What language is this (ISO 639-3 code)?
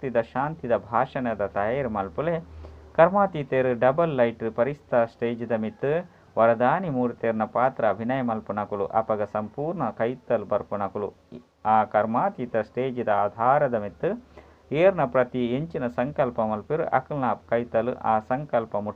tcy